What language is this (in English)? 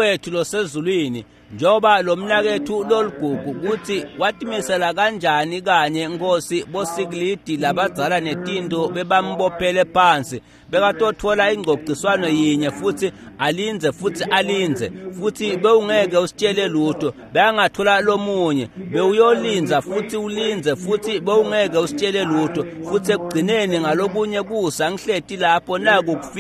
Swati